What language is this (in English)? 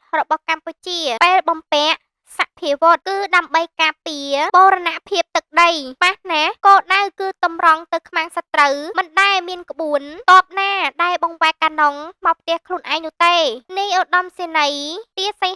Khmer